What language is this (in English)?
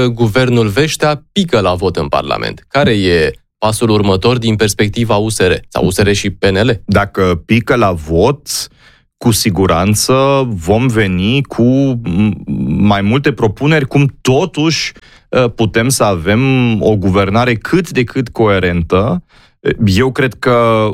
Romanian